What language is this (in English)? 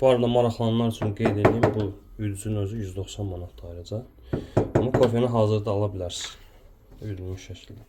Azerbaijani